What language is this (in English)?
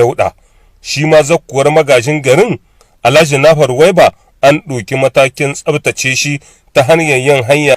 Hausa